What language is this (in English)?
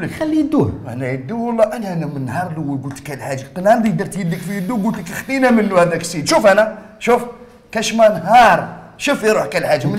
Algerian Arabic